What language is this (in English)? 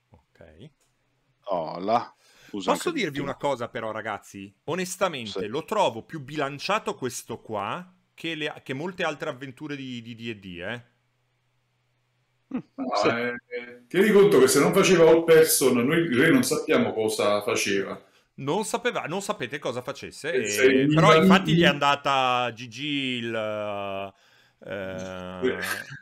Italian